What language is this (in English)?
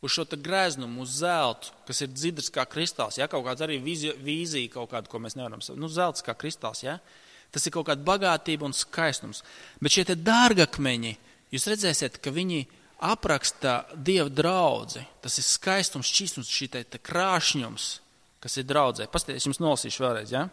Latvian